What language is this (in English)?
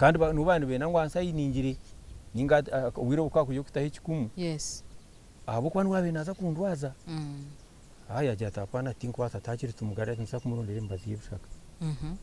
Nyankole